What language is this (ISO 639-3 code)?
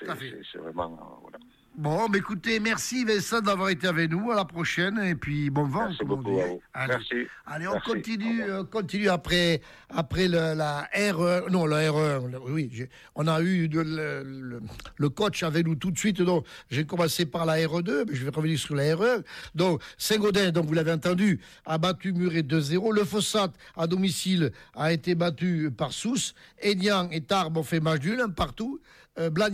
fra